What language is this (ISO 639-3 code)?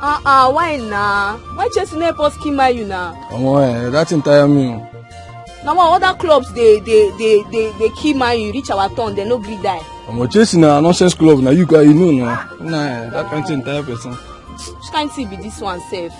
pcm